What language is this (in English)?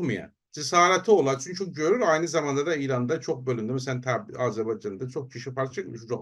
South Azerbaijani